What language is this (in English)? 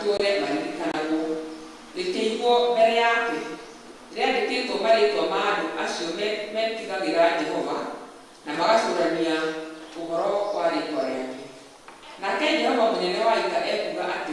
Kikuyu